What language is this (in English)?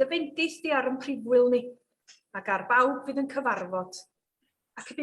Welsh